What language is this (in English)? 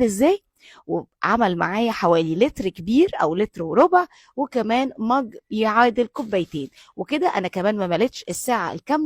Egyptian Arabic